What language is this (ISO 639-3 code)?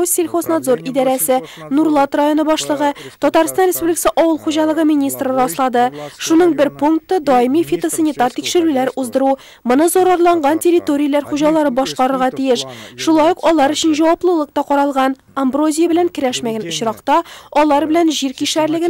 tat